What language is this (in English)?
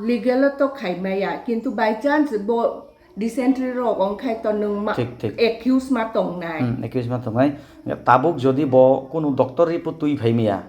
Kok Borok